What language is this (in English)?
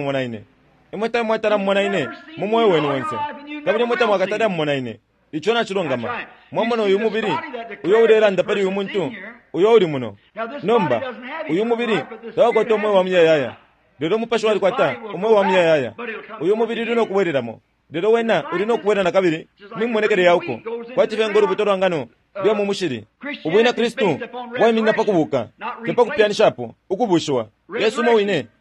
Bemba